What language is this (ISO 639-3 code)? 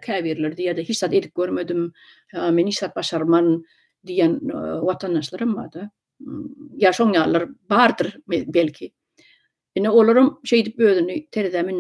tuk